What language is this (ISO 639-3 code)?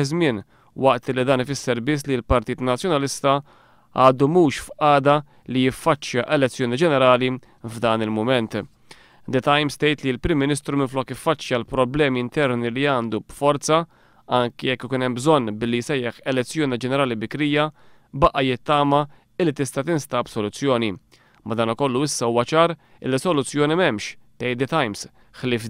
mlt